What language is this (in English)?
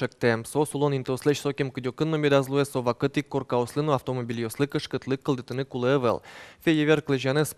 Udmurt